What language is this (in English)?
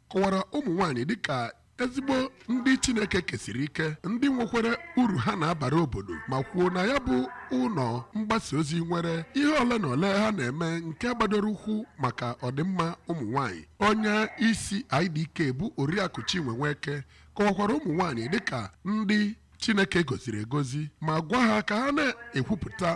Igbo